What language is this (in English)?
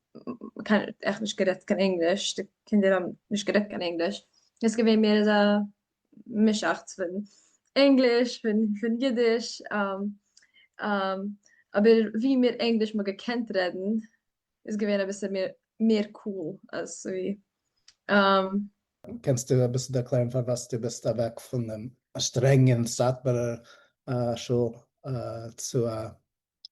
Yiddish